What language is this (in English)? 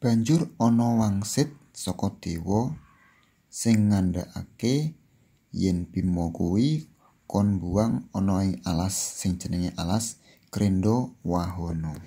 Javanese